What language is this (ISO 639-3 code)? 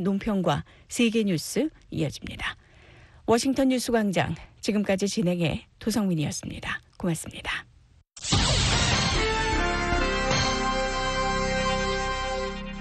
kor